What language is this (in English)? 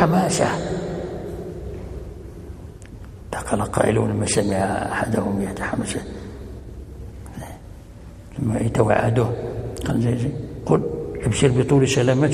Arabic